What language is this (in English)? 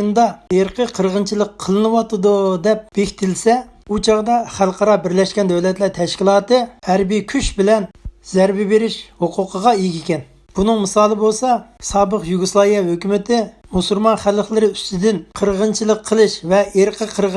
Uyghur